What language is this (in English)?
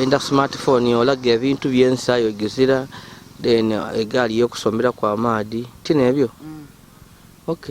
Ganda